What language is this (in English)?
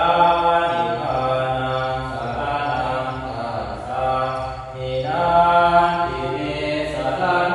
Pali